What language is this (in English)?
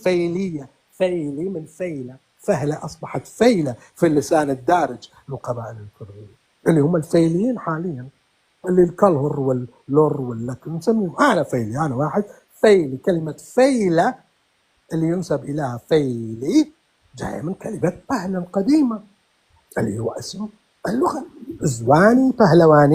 North Levantine Arabic